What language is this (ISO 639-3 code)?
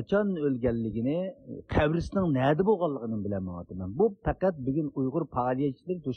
uig